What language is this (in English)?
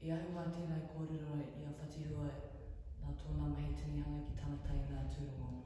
Māori